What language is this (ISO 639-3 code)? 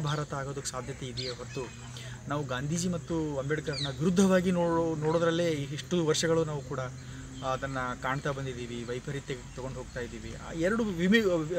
kan